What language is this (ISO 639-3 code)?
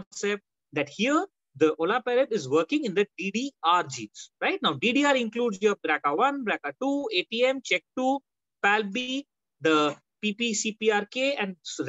eng